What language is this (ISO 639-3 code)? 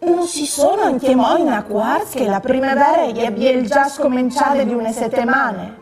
fur